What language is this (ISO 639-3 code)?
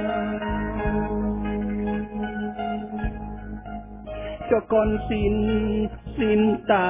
vie